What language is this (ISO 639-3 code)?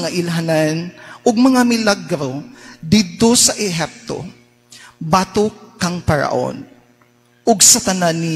ceb